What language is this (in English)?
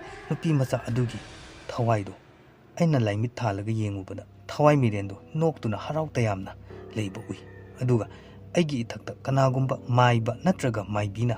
Manipuri